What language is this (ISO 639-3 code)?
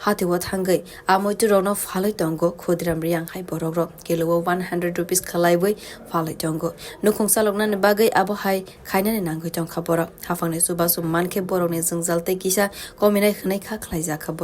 trp